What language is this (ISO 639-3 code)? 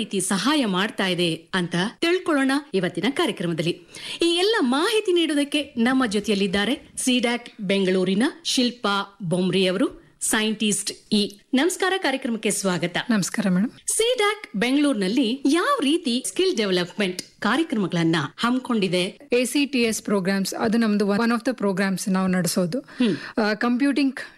kan